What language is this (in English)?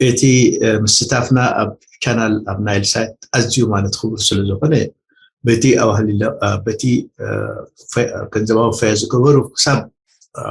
Tigrinya